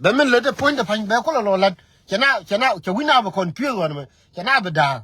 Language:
Nuer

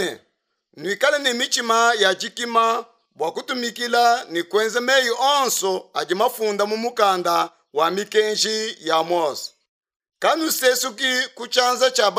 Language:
Luba-Lulua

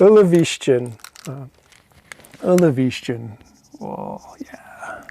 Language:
Scottish Gaelic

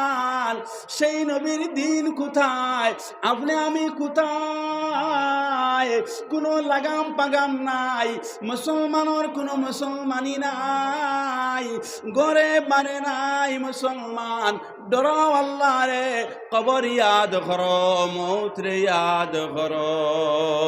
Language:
Sylheti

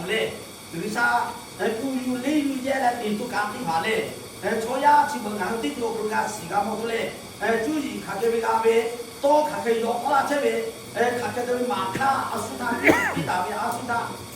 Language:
Lahu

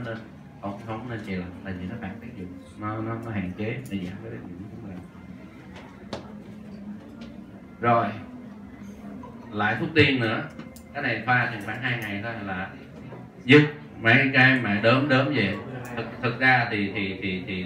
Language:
Vietnamese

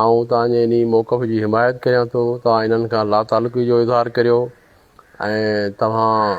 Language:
Sindhi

